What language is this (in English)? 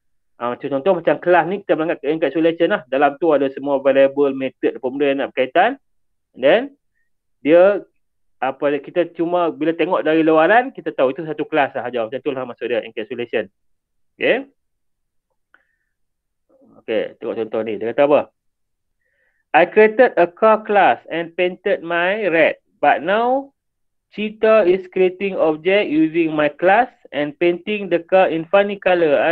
Malay